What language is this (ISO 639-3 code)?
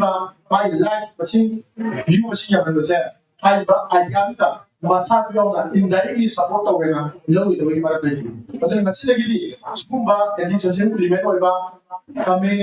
mni